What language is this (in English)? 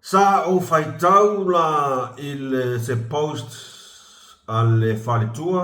Samoan